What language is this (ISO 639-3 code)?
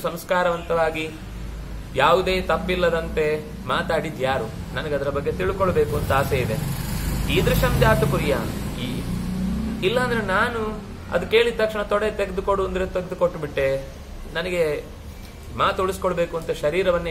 kan